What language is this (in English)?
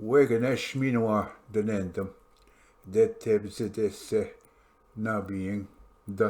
Ojibwa